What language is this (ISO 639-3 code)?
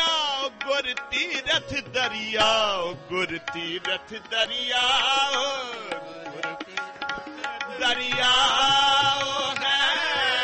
pan